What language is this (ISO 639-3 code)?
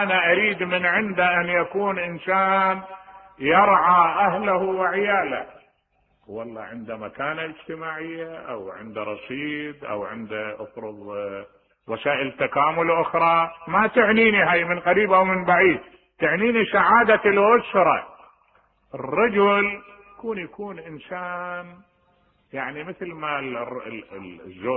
acm